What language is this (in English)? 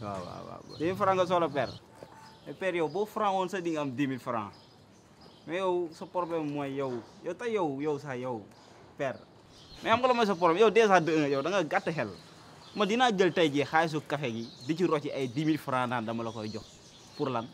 Wolof